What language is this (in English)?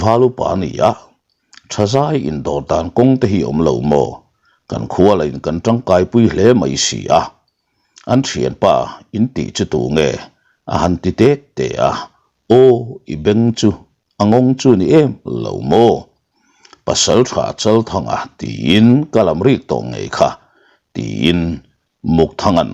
Mizo